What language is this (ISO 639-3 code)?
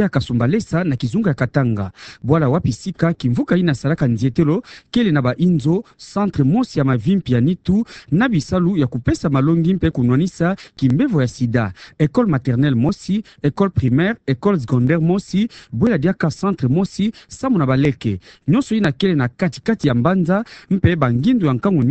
ktu